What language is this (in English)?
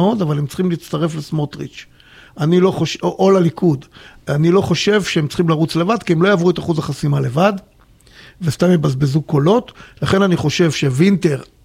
Hebrew